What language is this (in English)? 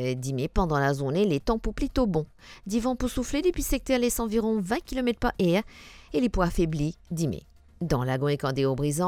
Morisyen